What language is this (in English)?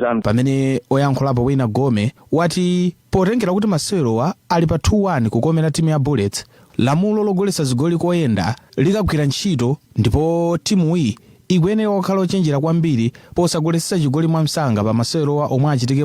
Nyanja